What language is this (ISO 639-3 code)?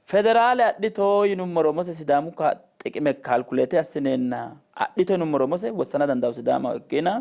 sid